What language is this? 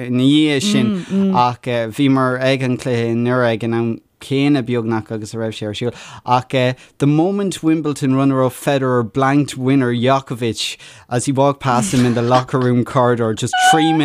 Irish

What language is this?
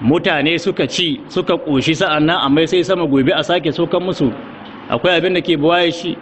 Hausa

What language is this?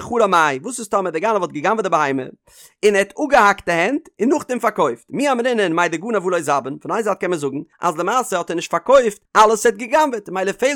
Yiddish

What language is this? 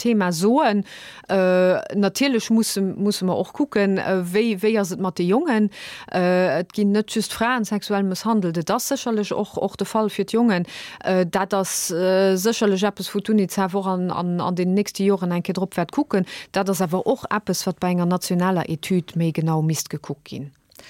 Luxembourgish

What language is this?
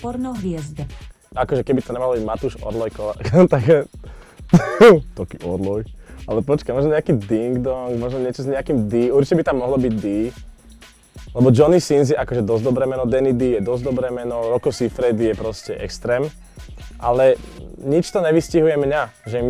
Slovak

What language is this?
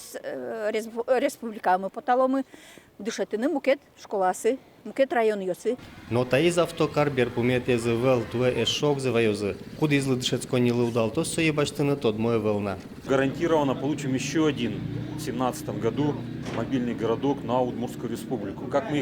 Udmurt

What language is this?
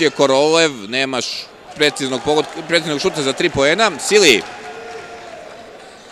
Serbian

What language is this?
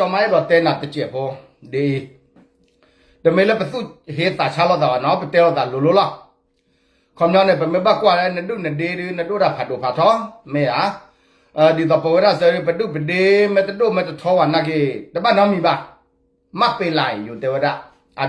S'gaw Karen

